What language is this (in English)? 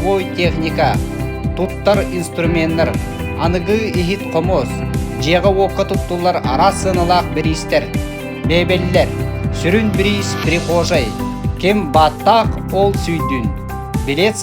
Yakut